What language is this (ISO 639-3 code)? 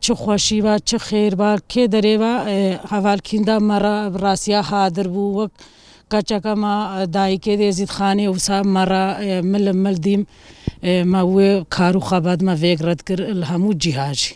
kur